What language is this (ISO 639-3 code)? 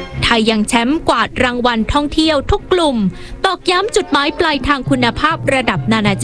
tha